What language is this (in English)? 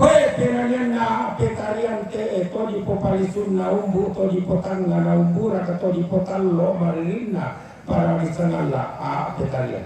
Toraja-Sa'dan